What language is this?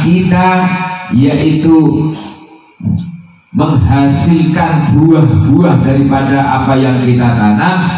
Javanese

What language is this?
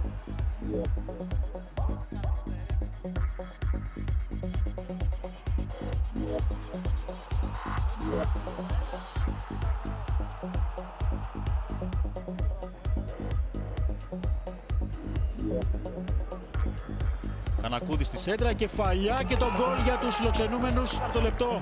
Greek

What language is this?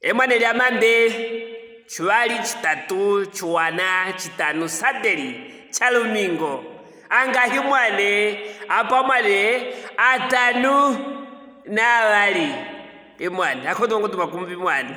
Luvale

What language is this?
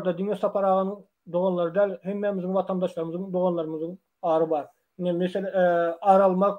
Turkmen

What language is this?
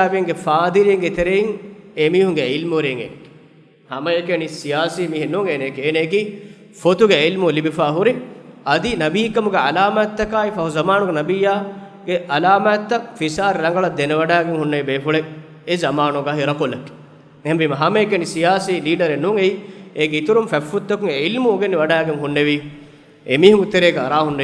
Divehi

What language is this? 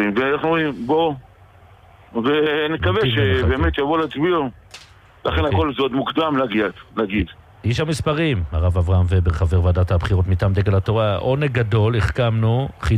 Hebrew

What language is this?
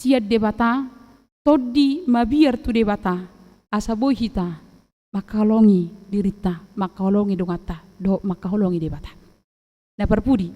Batak Toba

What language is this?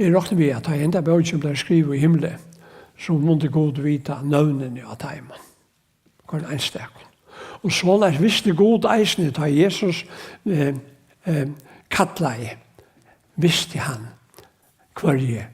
Faroese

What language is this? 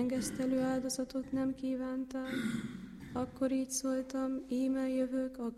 Hungarian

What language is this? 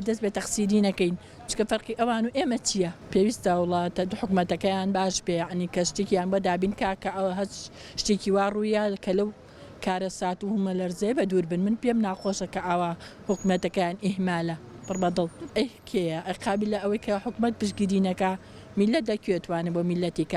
Central Kurdish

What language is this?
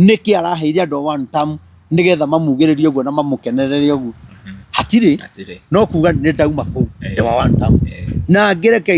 Kikuyu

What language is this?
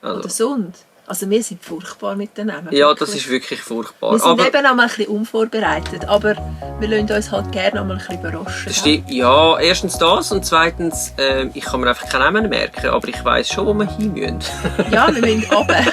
Swiss German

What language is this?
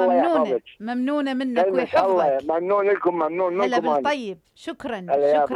Mesopotamian Arabic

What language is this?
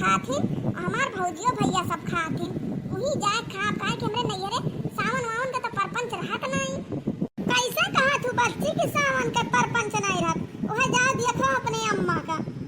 Awadhi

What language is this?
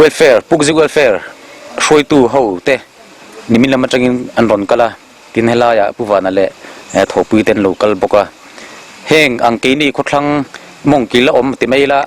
Mizo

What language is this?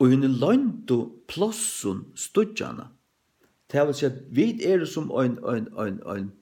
Faroese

